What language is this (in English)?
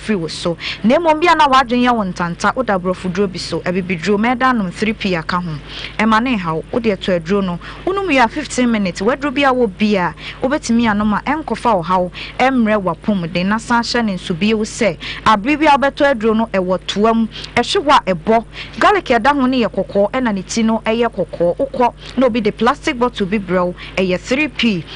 Akan